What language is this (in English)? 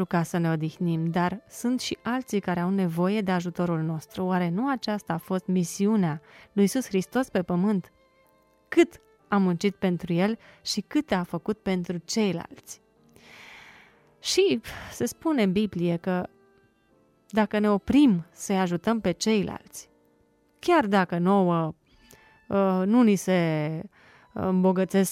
Romanian